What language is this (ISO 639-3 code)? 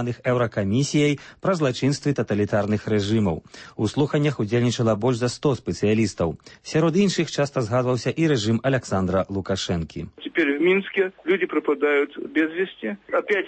bel